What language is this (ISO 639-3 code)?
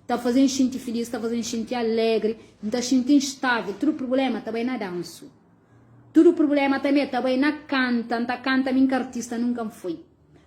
kea